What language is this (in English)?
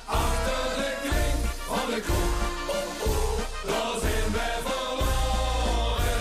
Limburgish